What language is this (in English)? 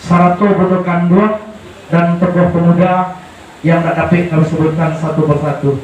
Minangkabau